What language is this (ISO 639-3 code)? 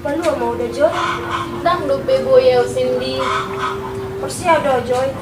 bbc